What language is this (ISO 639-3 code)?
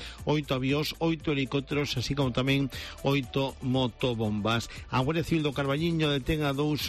glg